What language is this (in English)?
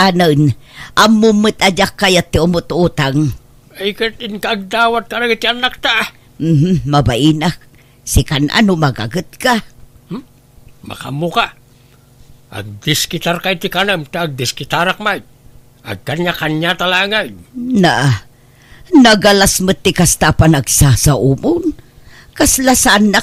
Iloko